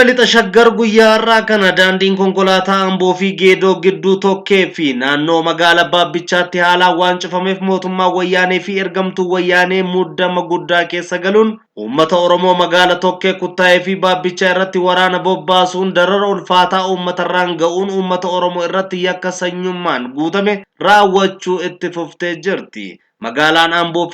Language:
Oromo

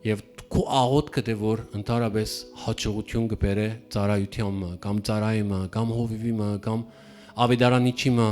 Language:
Western Armenian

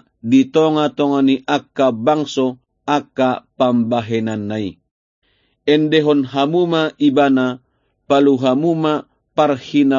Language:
Batak Toba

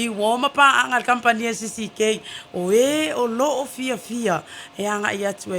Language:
Samoan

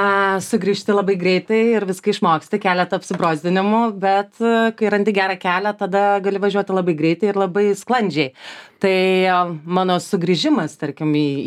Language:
Lithuanian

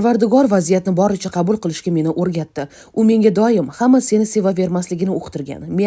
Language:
Uzbek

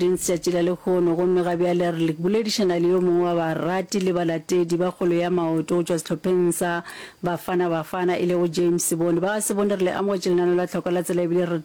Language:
Northern Sotho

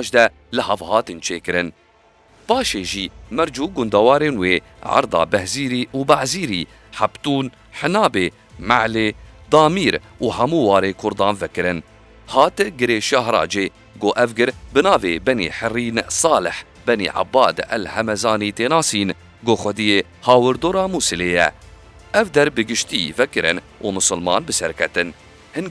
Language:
Kurdish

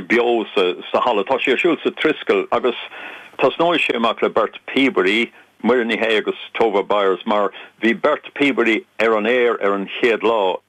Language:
Irish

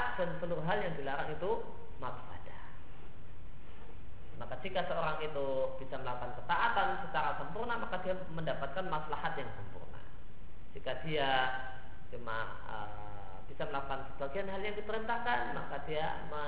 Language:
Indonesian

